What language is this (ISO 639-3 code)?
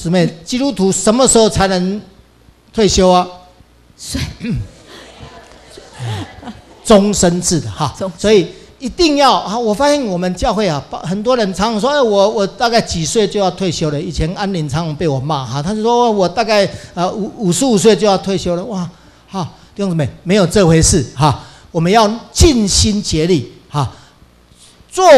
zho